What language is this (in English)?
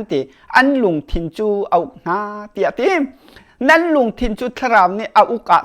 Hakha Chin